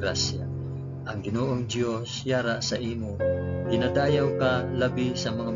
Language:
Hiligaynon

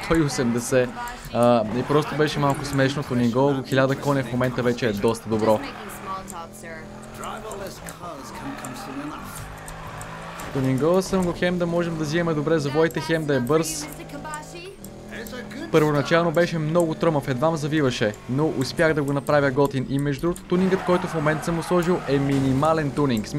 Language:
Bulgarian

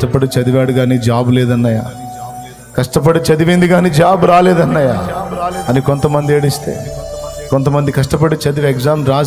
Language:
Telugu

